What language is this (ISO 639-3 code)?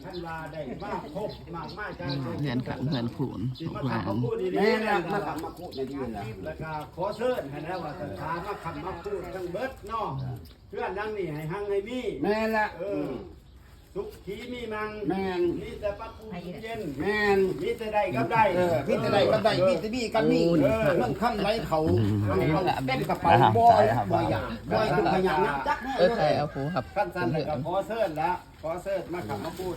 lao